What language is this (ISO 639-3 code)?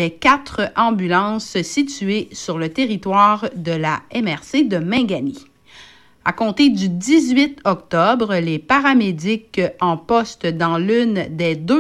fra